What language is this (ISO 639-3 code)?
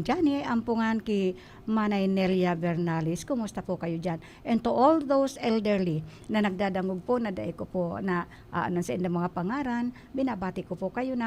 bik